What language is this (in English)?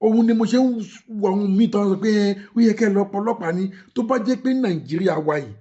Yoruba